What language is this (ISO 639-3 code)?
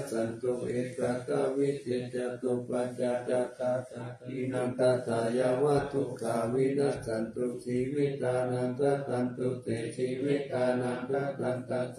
pli